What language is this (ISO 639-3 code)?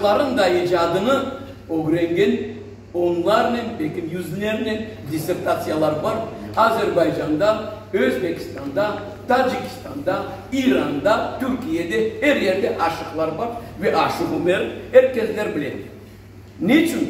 crh